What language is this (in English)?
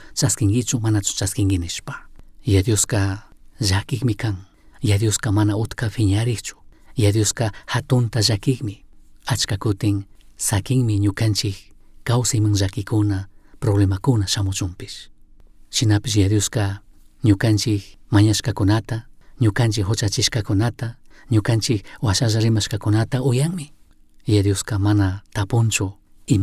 Chimborazo Highland Quichua